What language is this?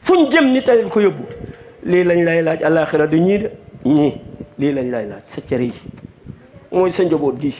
Wolof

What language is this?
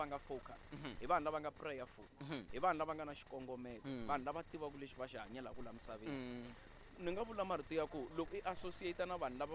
Tsonga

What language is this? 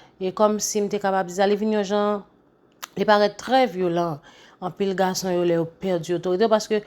Haitian Creole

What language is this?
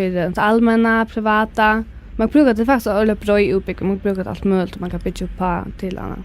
Faroese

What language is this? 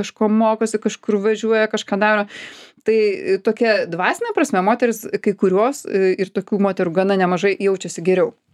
Lithuanian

